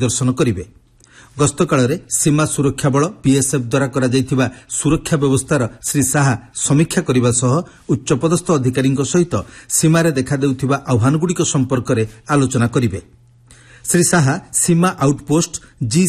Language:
Odia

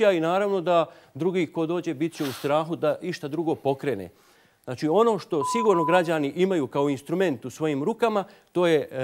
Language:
Bosnian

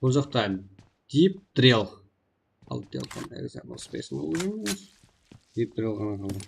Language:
Kara-Kalpak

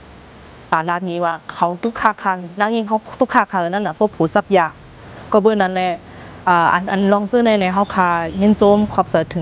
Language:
Shan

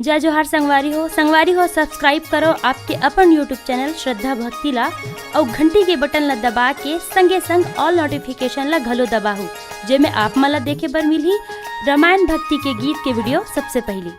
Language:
Chhattisgarhi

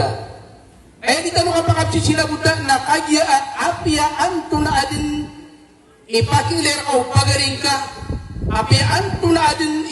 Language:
Maranao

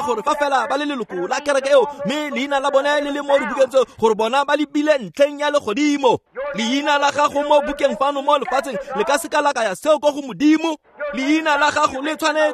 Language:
Tswana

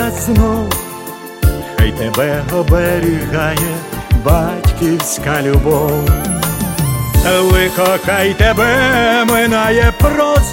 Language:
Ukrainian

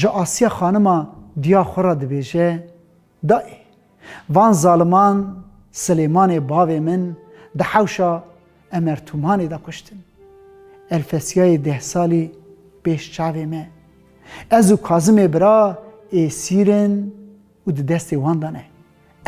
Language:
Kurdish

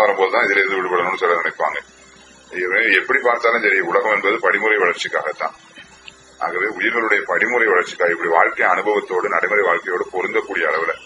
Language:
Tamil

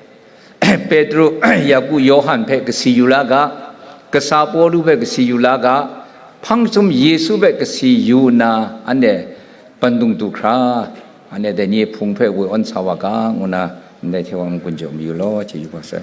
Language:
Kachin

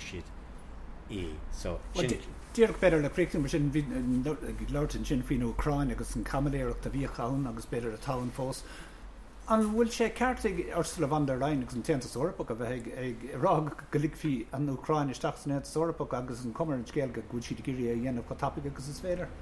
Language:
Irish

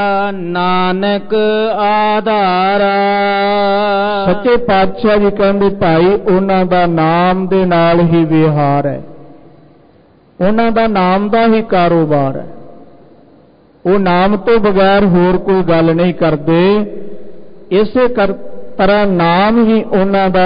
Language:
Punjabi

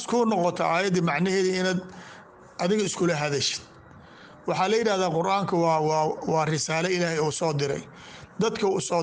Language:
Somali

